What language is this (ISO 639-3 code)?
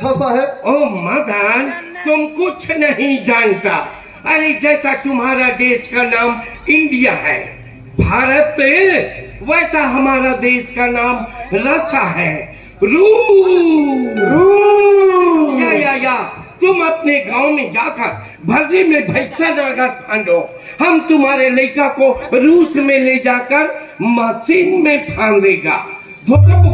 hne